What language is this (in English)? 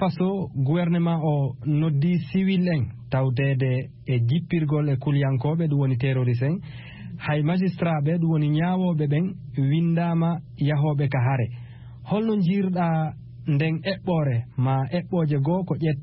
Fula